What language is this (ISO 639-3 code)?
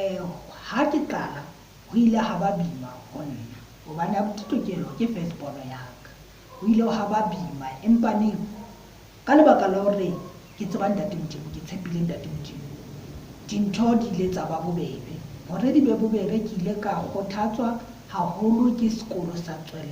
sot